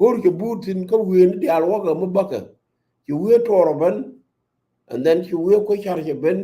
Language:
Nuer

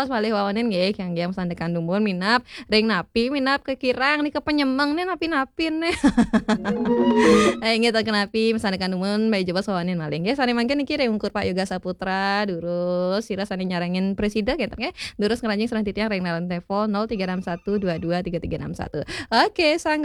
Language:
Balinese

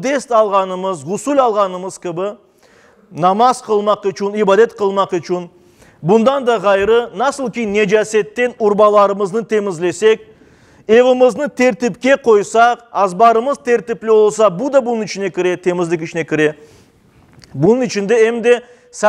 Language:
Crimean Tatar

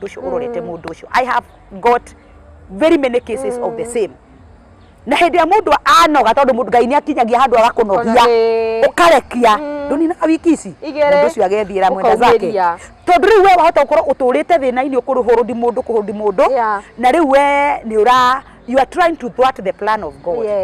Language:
Kikuyu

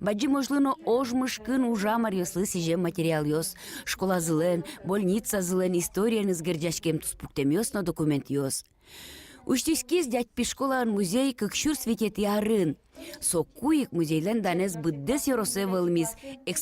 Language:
Udmurt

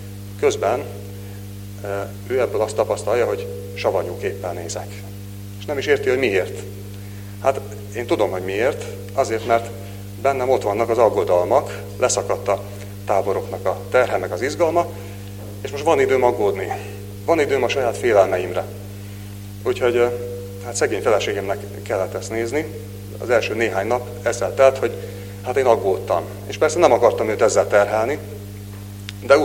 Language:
Hungarian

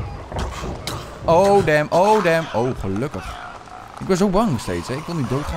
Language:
Dutch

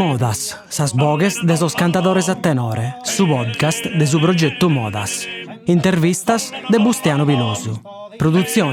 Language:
Sardinian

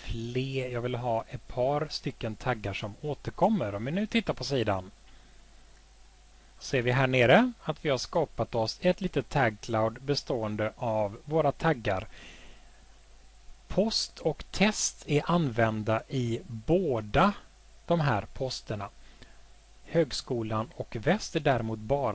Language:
Swedish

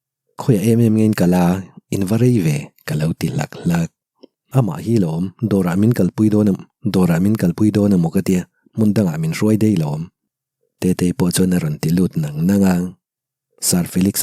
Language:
Mizo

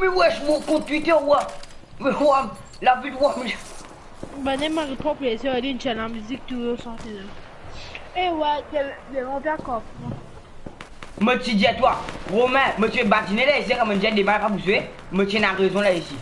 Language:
Morisyen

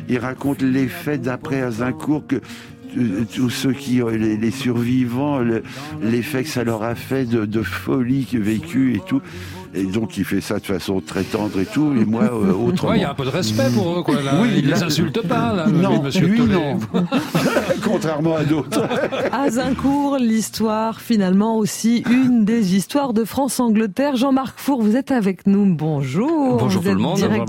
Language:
French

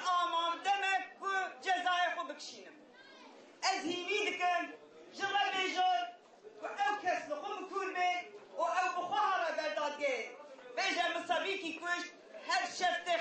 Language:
Kurdish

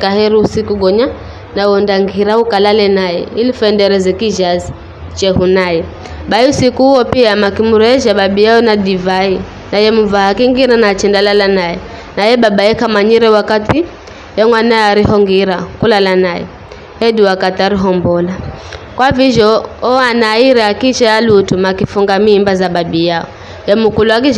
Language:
Giryama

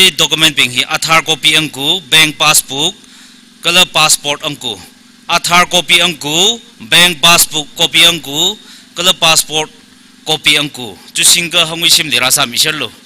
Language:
Tangkhul Naga (India)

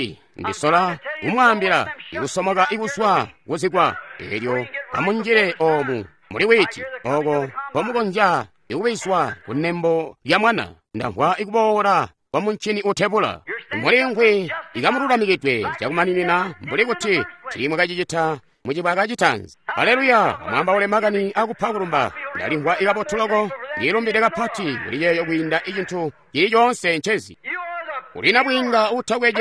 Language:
Tonga (Zambia)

